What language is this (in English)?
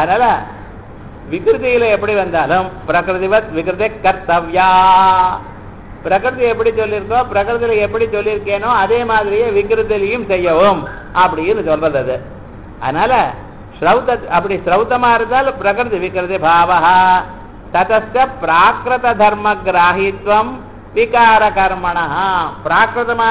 Tamil